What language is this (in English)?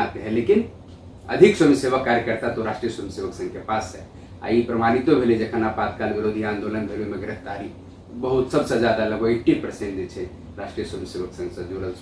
Maithili